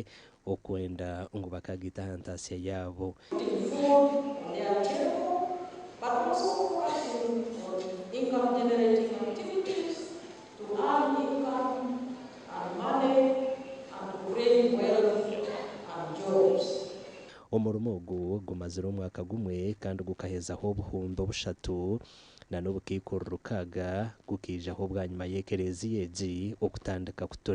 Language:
Nyankole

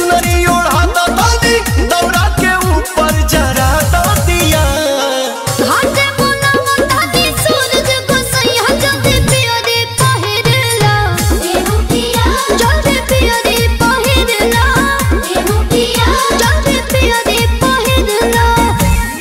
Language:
Bhojpuri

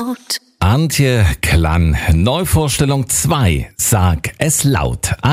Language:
German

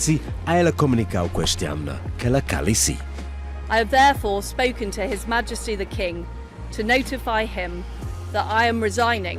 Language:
Romansh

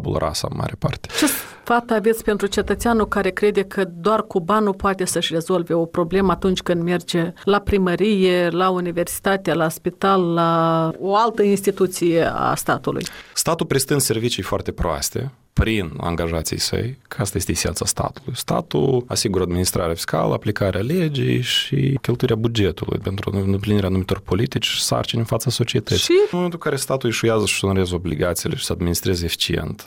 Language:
Romanian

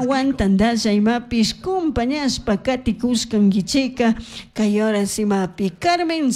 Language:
Chimborazo Highland Quichua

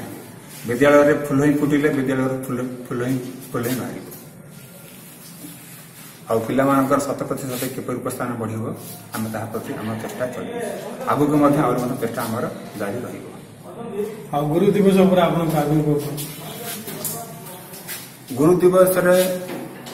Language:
Odia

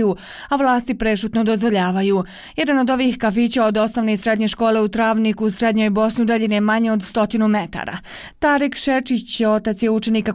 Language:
Bosnian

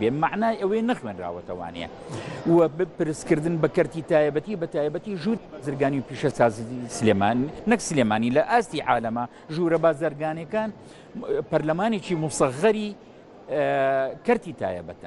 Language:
Central Kurdish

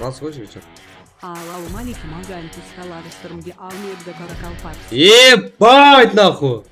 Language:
Kara-Kalpak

